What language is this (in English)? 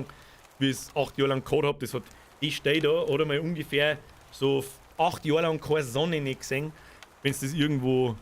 Bavarian